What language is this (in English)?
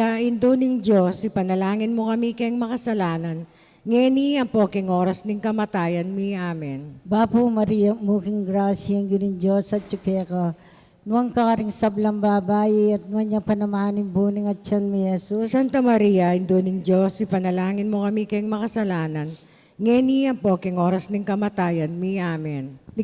Pampanga